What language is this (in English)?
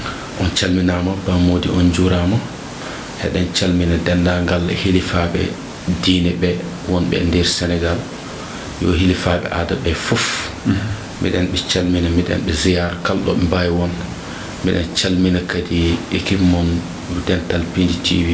Fula